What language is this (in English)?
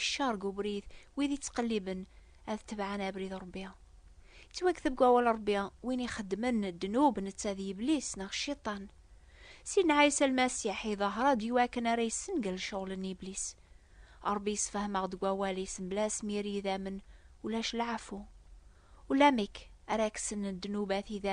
Kabyle